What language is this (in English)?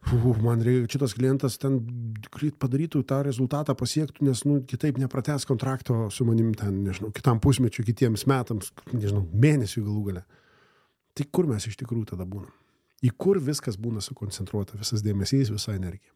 Lithuanian